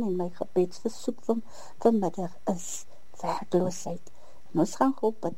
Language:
Afrikaans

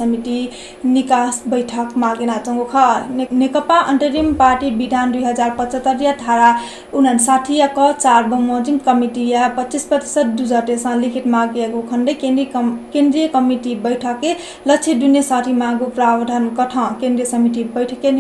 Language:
Newari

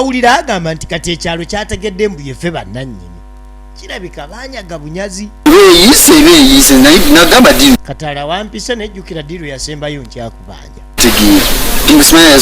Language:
Ganda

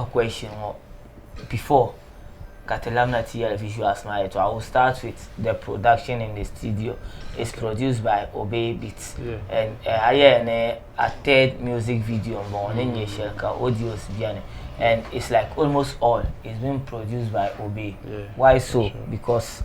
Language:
Dagbani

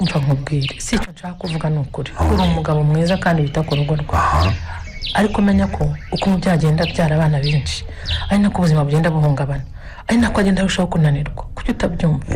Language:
Kinyarwanda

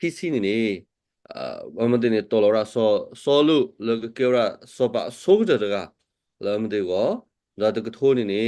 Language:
S'gaw Karen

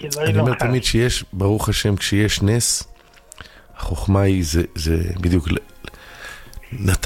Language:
Hebrew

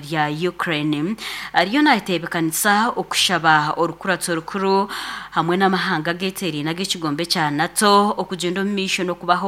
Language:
Nyankole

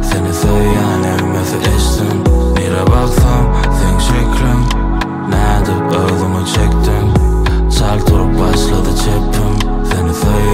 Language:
Turkmen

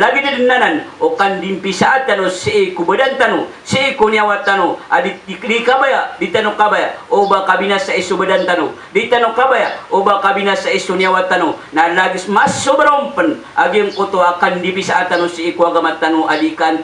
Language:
Maranao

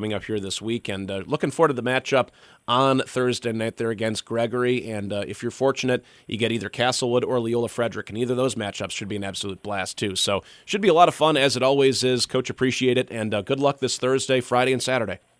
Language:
English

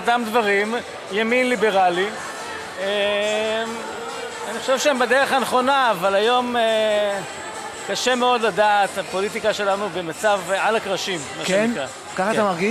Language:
Hebrew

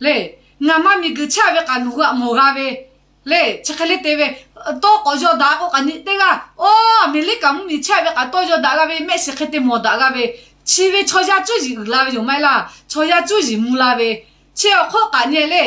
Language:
Lahu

